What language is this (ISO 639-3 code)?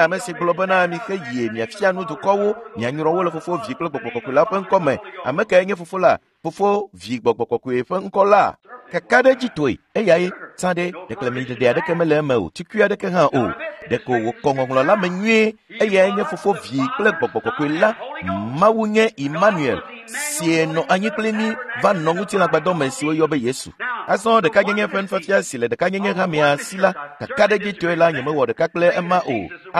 ewe